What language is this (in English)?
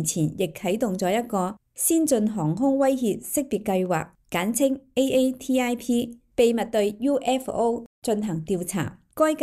Cantonese